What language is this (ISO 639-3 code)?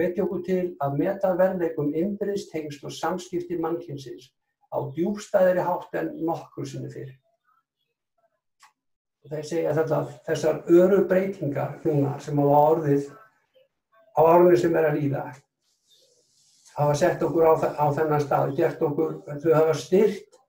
isl